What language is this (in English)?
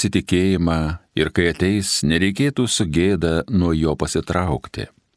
Lithuanian